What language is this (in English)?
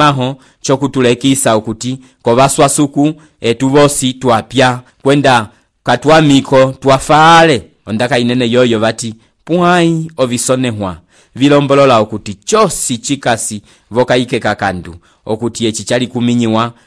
Umbundu